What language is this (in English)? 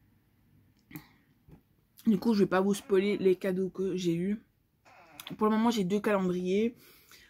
French